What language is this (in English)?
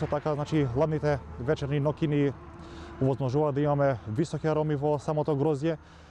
Macedonian